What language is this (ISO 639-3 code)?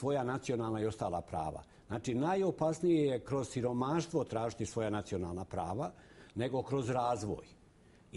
bos